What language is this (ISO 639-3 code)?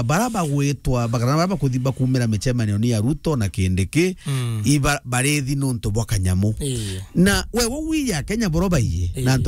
mer